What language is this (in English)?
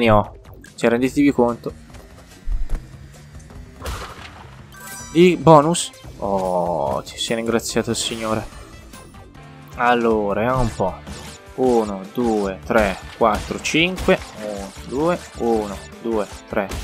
Italian